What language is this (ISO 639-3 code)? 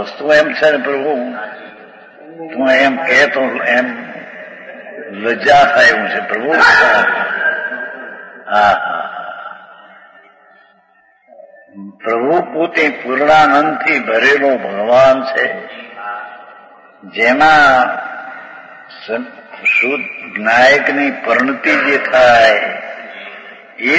guj